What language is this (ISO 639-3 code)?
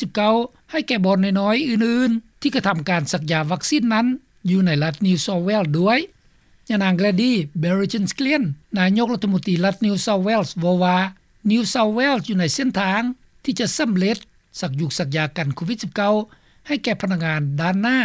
lao